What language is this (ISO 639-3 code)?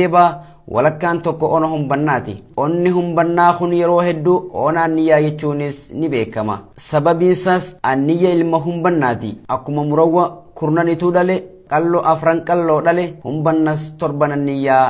orm